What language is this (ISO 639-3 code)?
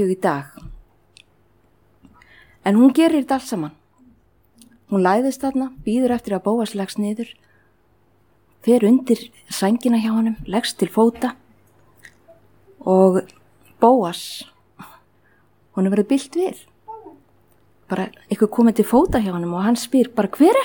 isl